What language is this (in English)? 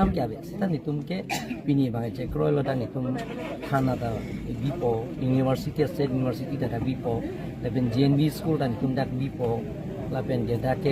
Karbi